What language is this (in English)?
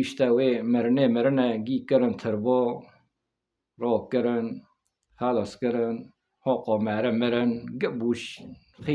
Kurdish